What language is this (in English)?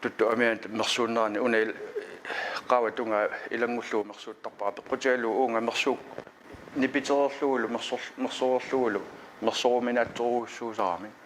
Kalaallisut